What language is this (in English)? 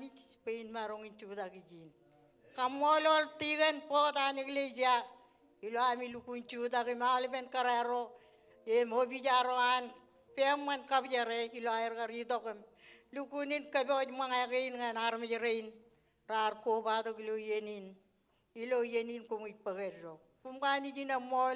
Marshallese